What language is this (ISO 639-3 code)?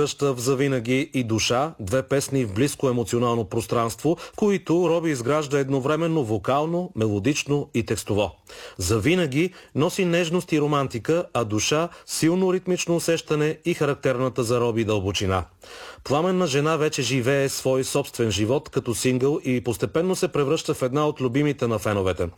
bul